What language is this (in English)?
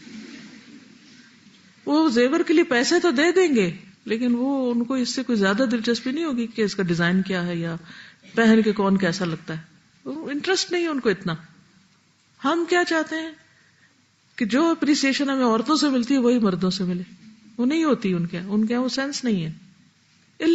Urdu